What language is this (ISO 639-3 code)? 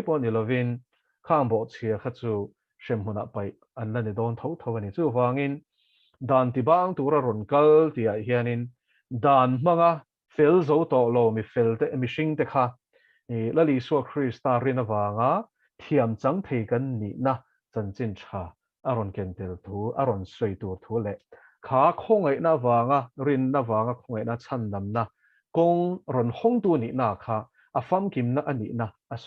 lus